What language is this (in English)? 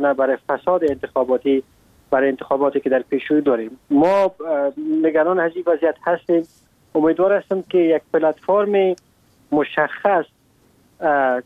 Persian